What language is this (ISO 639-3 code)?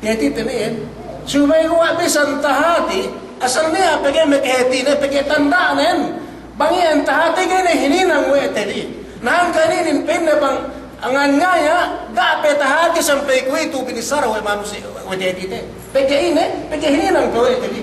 yka